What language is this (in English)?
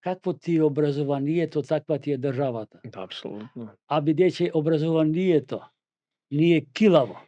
Macedonian